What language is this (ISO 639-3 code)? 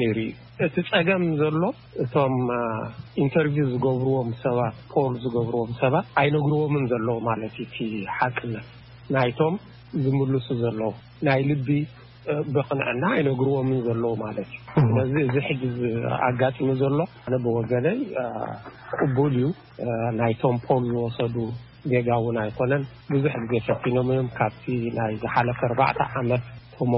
tir